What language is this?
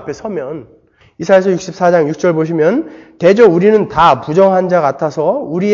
Korean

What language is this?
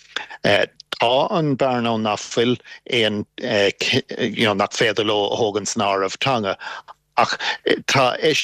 Irish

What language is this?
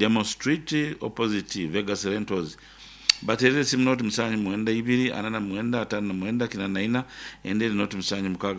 Nyoro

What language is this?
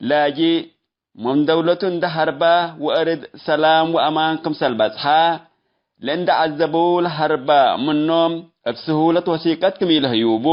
Tigre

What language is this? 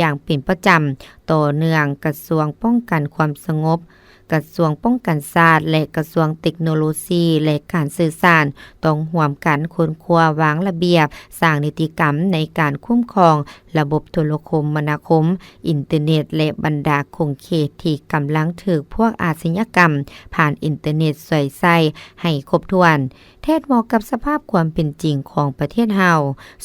Lao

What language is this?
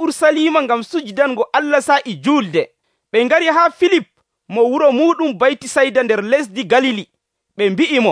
Nigerian Fulfulde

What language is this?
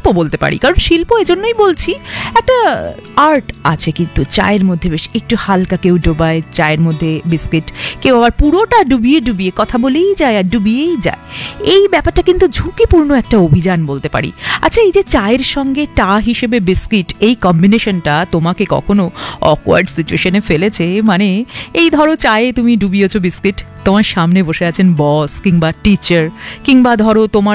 Bangla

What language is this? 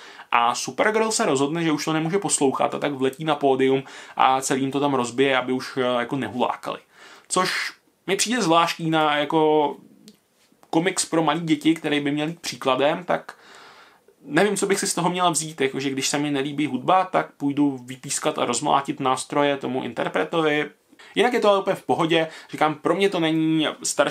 Czech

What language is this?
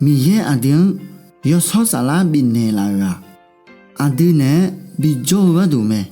Akha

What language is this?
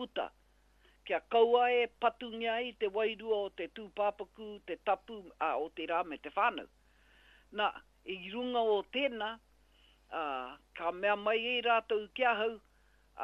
Māori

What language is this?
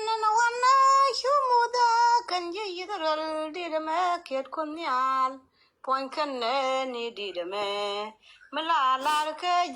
Nuer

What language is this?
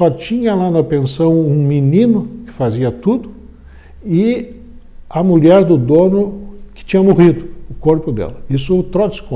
Portuguese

